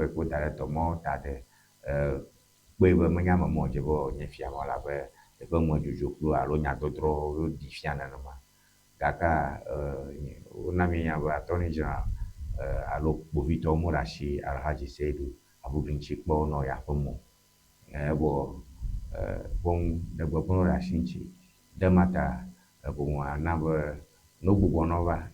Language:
Ewe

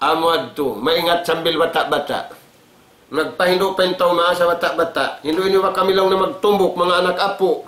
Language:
Tausug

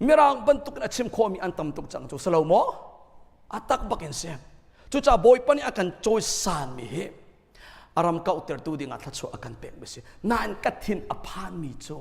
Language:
Hakha Chin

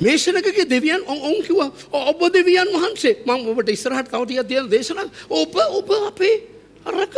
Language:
Sinhala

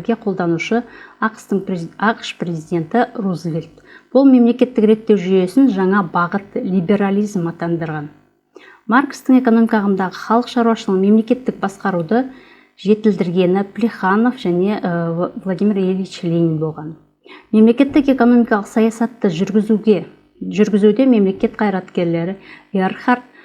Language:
Kazakh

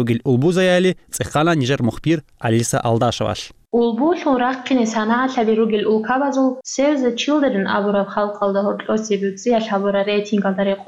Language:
Avaric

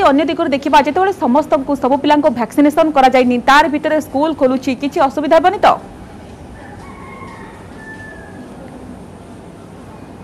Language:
Odia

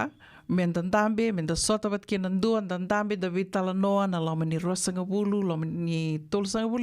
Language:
Fijian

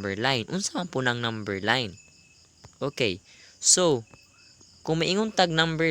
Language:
Cebuano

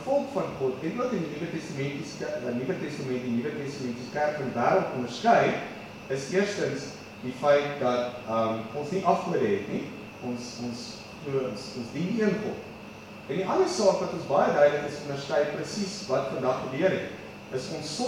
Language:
Afrikaans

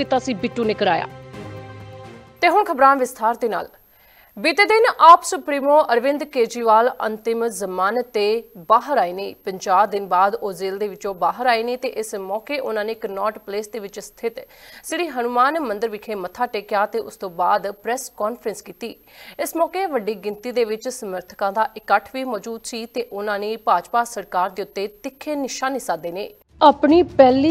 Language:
Punjabi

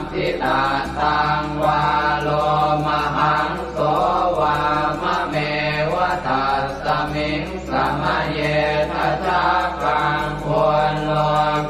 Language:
Pali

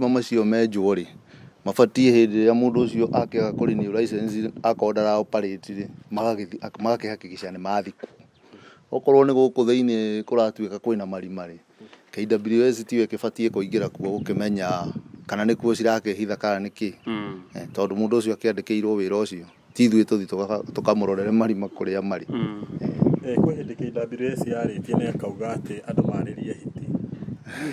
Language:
Kikuyu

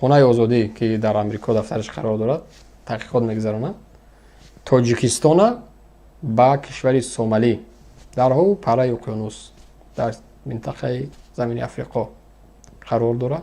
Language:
Tajik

